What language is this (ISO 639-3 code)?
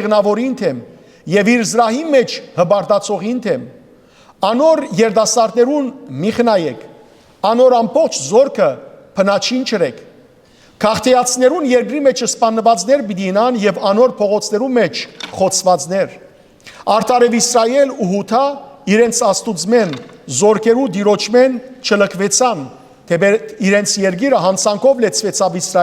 hyw